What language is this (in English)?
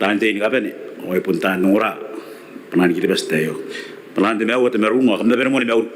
Gilbertese